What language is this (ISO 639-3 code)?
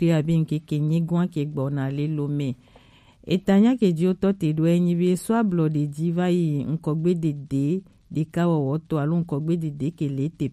gej